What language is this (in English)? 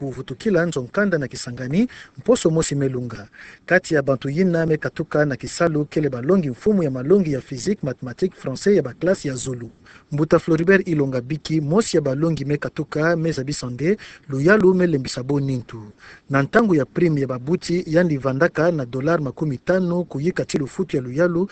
Kituba (Democratic Republic of Congo)